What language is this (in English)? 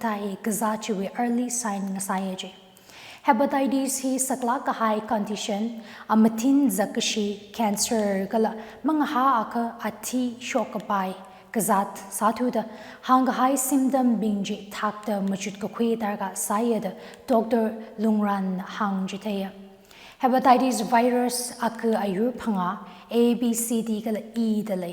Tangkhul Naga (India)